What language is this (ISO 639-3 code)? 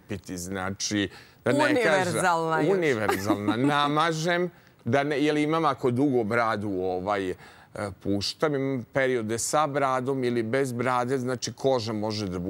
srp